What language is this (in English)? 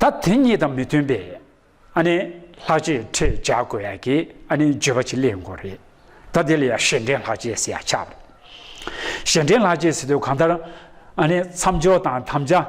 Tibetan